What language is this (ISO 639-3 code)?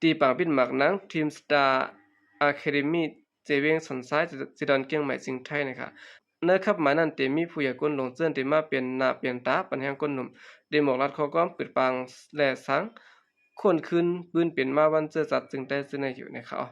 shn